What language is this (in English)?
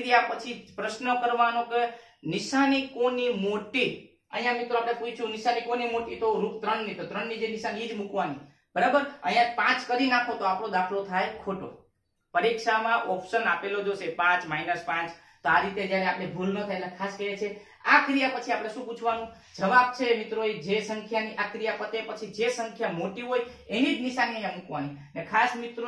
Gujarati